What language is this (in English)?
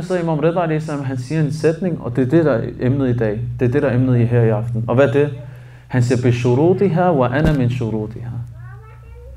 Danish